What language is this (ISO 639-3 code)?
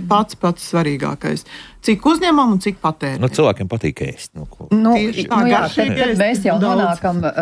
lav